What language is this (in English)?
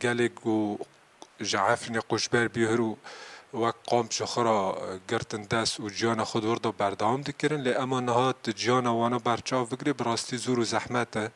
Kurdish